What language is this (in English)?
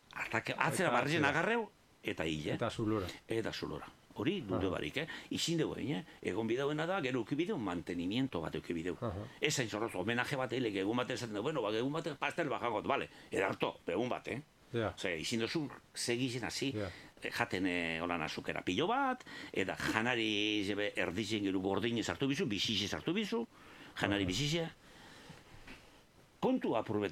Basque